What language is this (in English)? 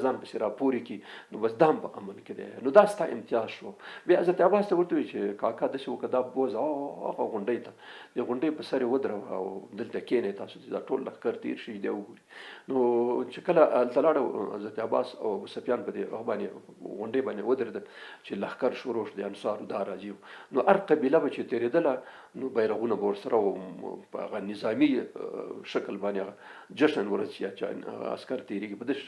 Pashto